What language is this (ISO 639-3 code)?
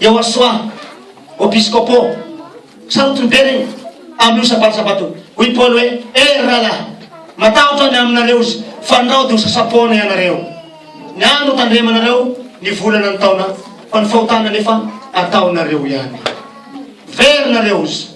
mlg